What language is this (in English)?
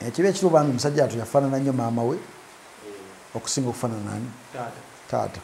Ganda